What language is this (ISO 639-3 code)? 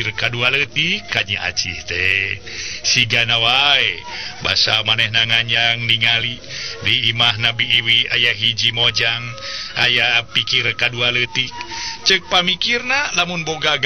sun